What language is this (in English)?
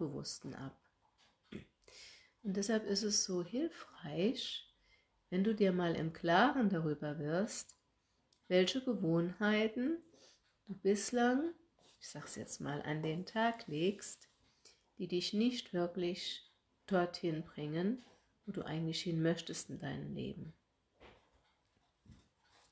German